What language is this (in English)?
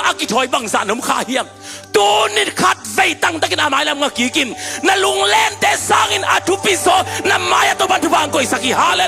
Tedim Chin